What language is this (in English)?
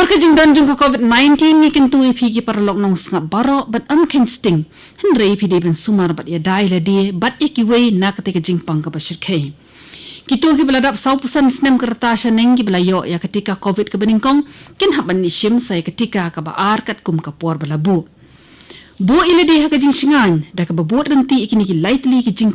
Khasi